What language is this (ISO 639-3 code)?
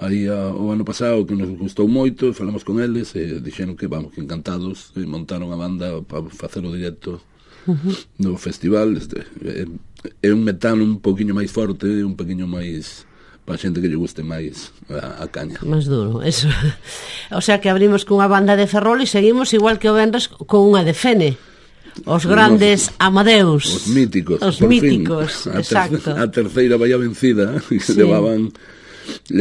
glg